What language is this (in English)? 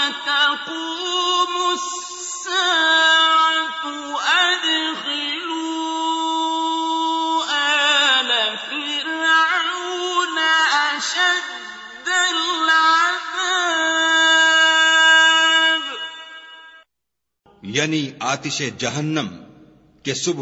Urdu